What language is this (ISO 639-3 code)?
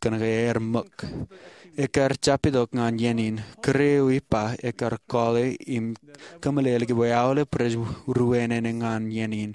mah